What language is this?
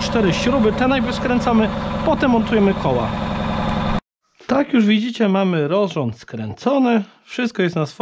Polish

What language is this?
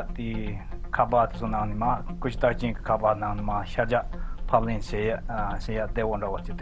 Tibetan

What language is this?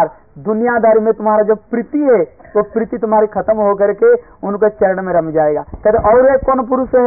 Hindi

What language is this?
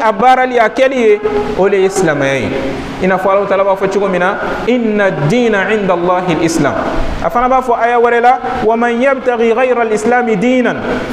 Bambara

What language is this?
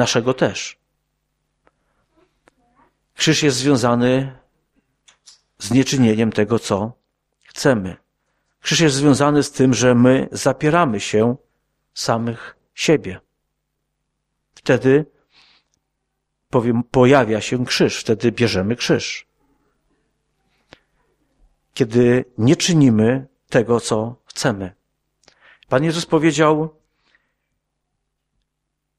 Polish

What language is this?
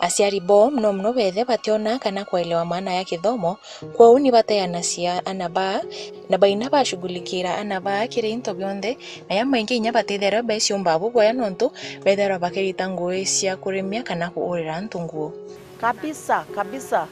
Meru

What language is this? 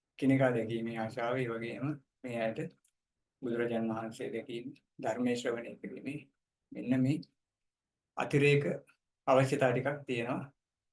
Sinhala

